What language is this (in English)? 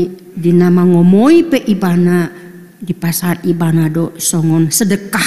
Batak Toba